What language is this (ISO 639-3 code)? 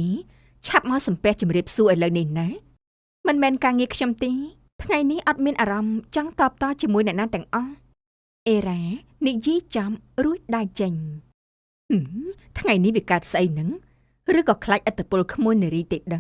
khm